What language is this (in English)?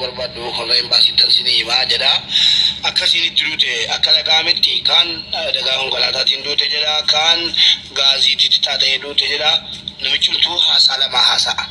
Oromo